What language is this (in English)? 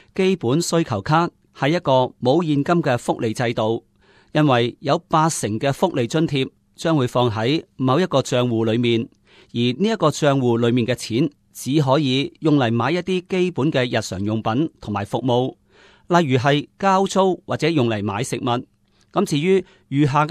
Cantonese